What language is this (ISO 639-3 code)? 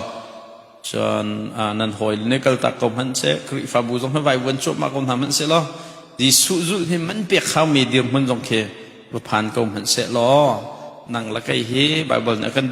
cnh